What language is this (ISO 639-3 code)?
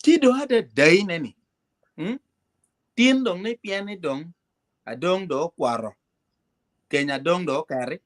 ach